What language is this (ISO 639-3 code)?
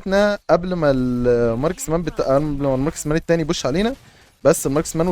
arz